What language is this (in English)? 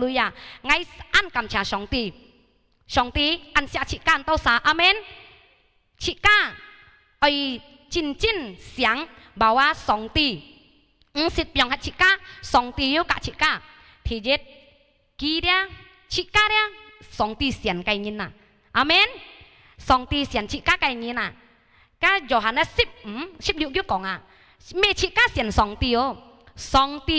Hakka Chinese